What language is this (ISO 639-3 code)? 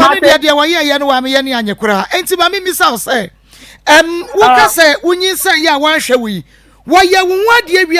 aka